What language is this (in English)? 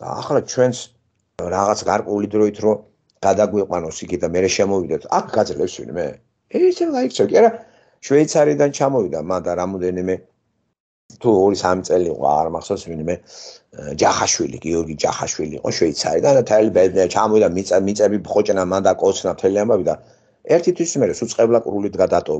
Georgian